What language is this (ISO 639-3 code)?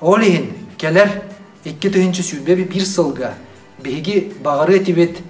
sah